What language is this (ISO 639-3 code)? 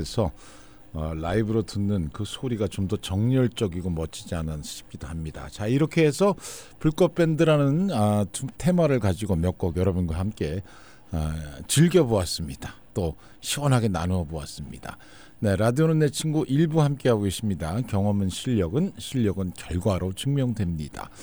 kor